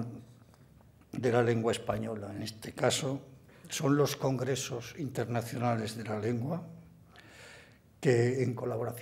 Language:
Spanish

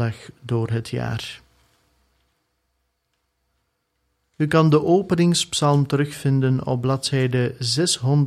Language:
Dutch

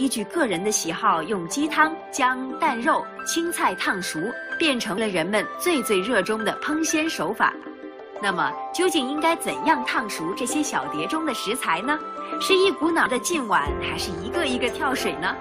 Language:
Chinese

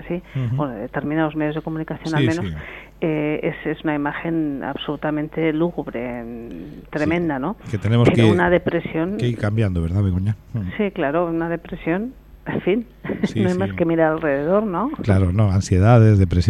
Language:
Spanish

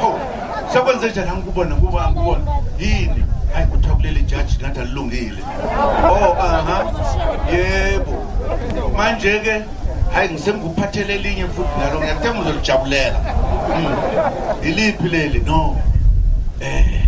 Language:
Zulu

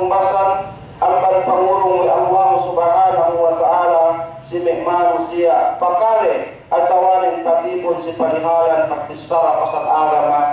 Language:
Yakan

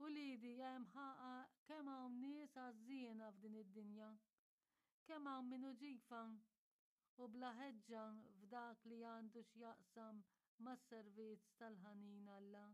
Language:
Maltese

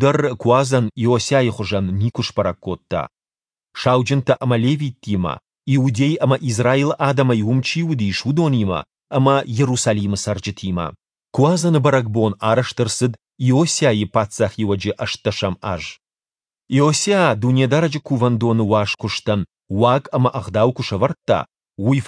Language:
Ossetic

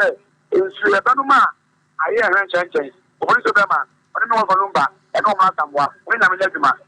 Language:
Akan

